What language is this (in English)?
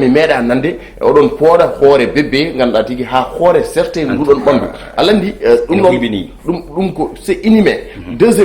Fula